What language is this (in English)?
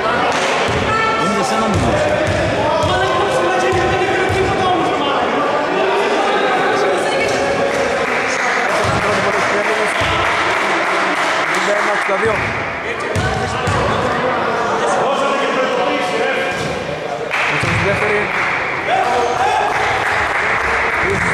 Greek